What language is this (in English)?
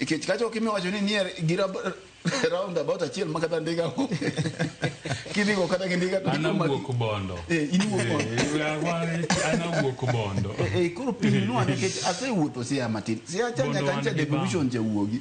Luo (Kenya and Tanzania)